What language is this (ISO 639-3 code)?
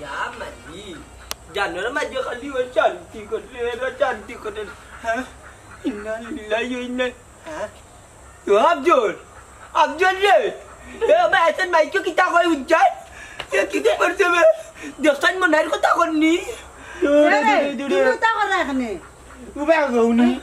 syl